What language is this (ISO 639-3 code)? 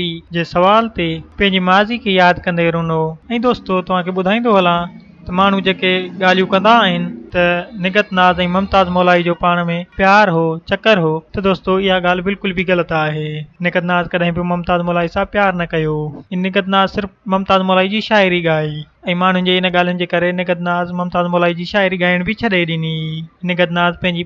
snd